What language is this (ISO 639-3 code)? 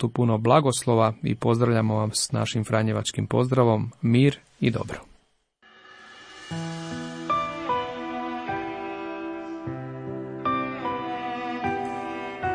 hrv